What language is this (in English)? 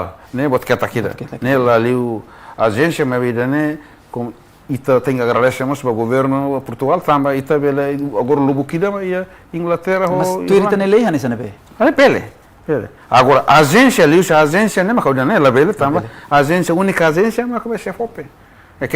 Tetum